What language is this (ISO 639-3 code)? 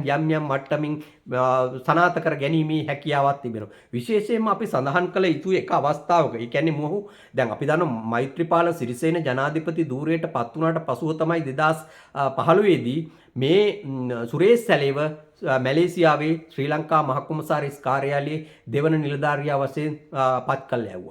sin